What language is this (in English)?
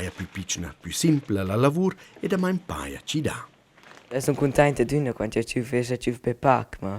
Romansh